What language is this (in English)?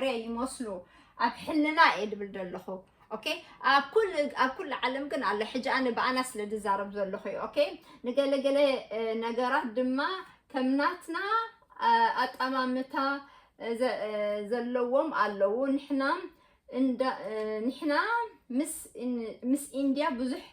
Tigrinya